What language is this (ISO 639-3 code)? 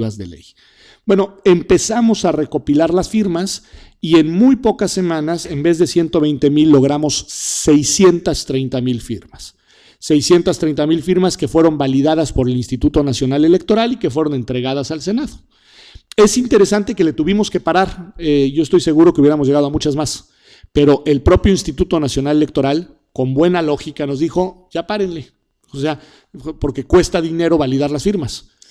spa